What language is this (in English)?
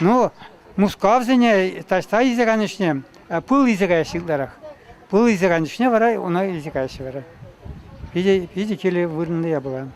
Chuvash